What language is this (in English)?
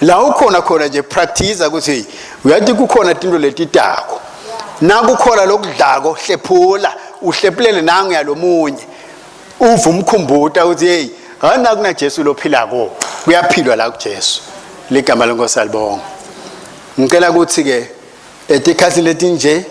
Swati